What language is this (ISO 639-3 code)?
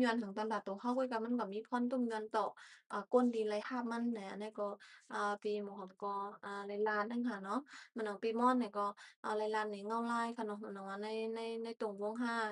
shn